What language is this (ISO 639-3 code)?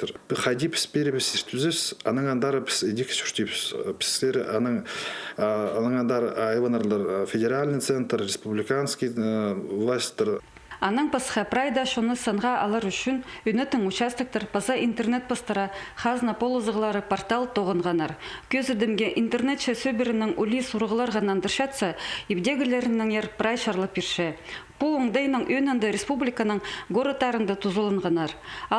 kjh